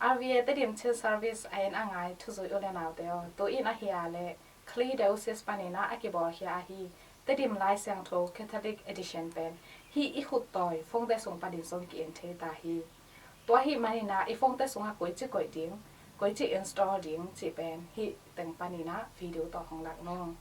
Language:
Tedim Chin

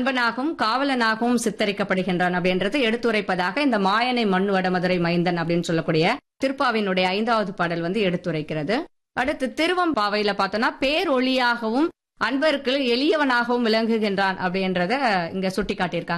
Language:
Tamil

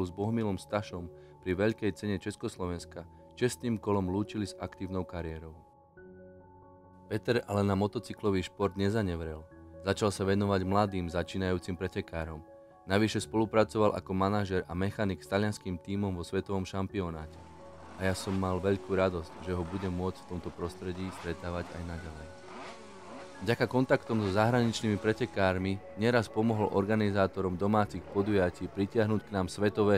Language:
Slovak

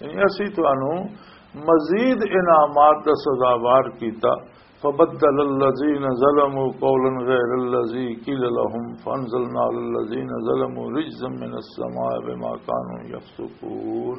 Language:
Western Panjabi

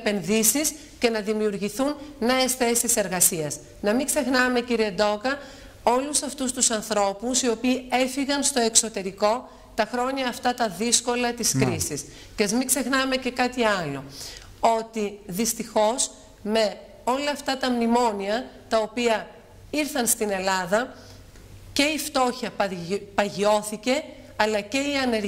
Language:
Greek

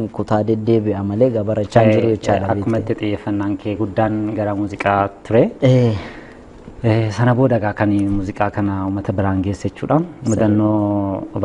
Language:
Oromo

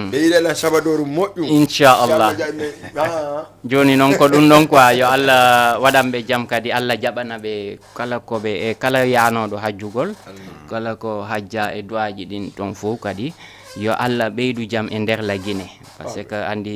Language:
Fula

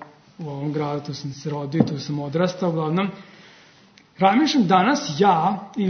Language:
Serbian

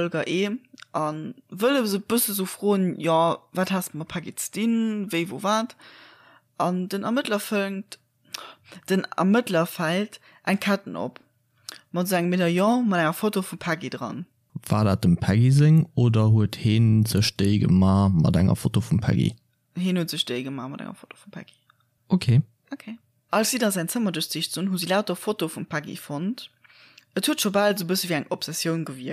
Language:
Luxembourgish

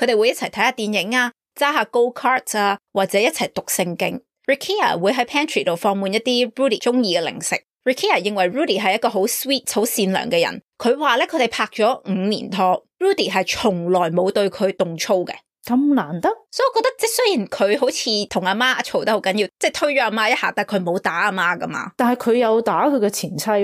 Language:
Cantonese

